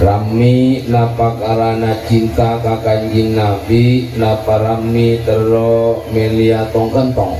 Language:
Madurese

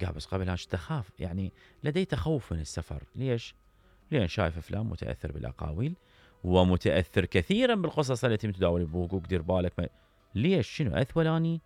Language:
Mesopotamian Arabic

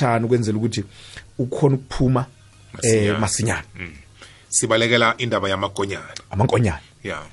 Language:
South Ndebele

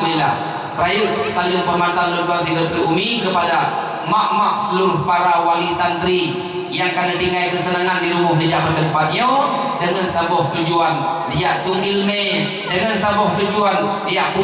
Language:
Achinese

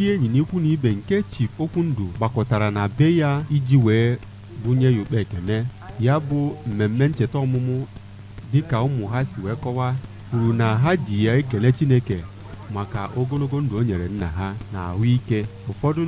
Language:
Igbo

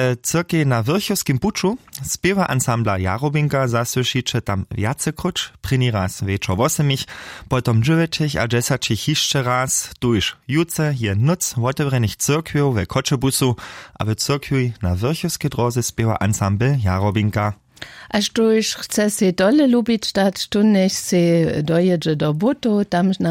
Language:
Upper Sorbian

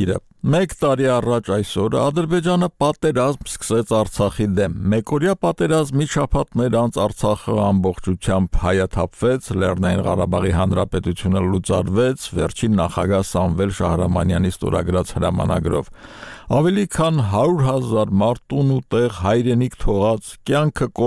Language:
Armenian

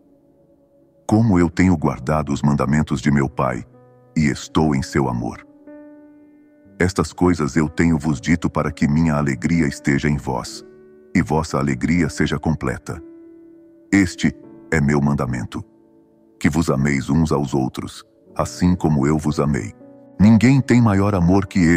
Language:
Portuguese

